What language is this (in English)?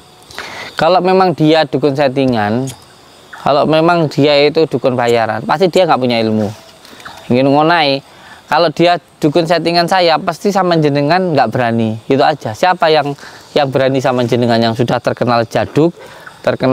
Indonesian